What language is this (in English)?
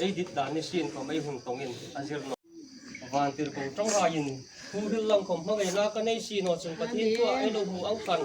Hmar